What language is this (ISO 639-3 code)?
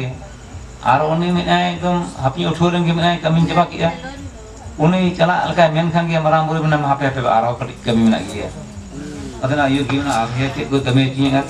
sat